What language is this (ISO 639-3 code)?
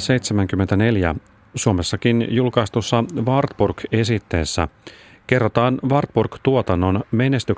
fin